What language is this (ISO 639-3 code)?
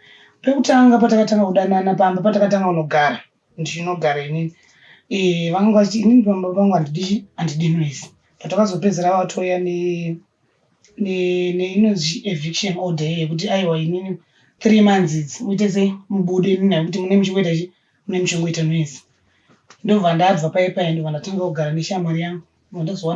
sna